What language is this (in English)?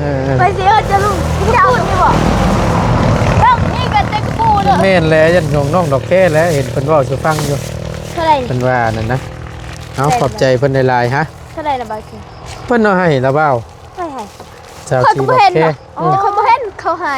Lao